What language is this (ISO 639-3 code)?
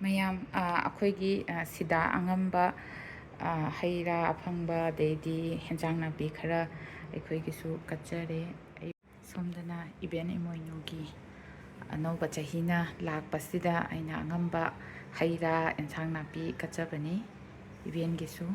mni